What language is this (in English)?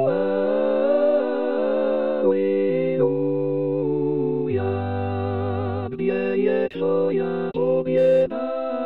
Polish